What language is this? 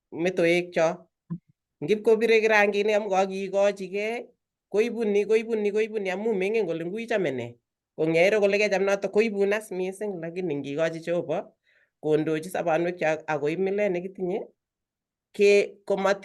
Kalenjin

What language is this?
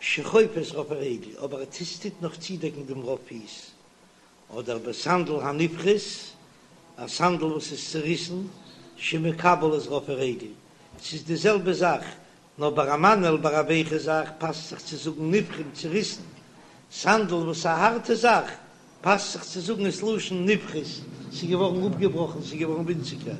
Yiddish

